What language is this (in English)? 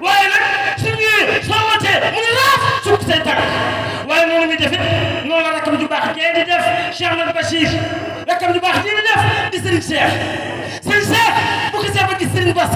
Wolof